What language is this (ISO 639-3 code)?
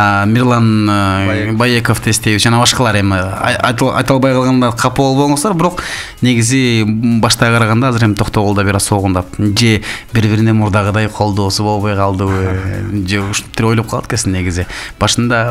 kir